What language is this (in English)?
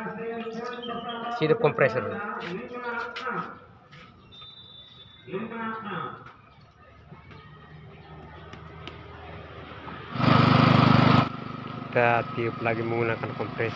Indonesian